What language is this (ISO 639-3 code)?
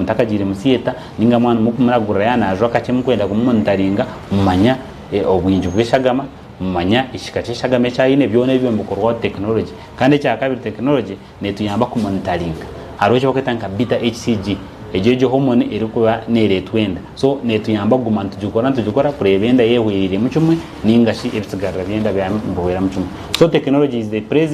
nyn